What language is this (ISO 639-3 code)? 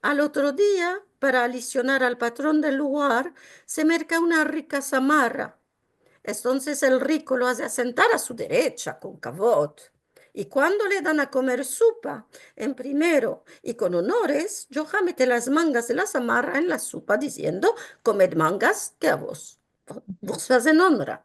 lad